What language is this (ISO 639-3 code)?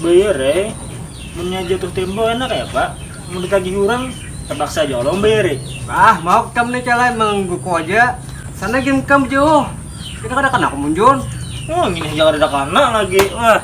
bjn